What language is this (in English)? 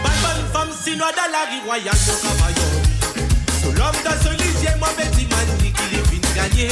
Morisyen